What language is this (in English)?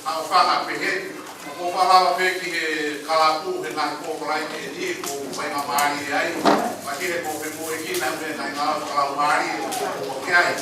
Tongan